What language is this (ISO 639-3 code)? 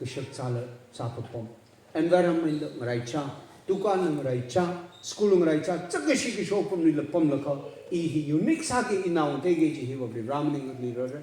nmf